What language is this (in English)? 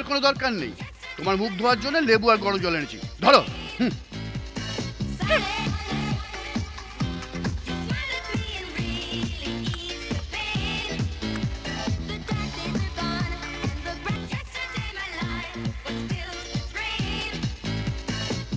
Bangla